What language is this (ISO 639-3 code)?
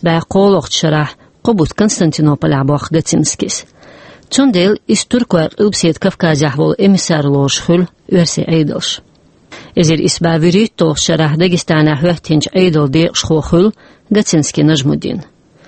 che